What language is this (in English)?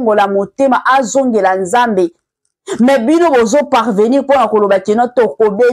Lingala